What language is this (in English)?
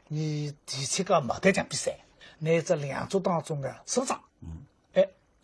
Wu Chinese